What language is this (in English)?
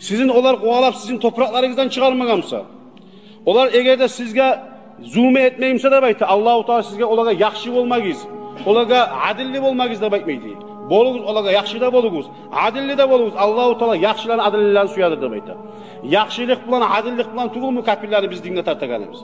Kumyk